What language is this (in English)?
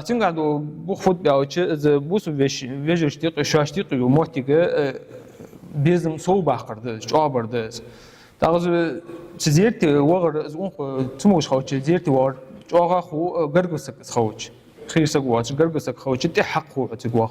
Ingush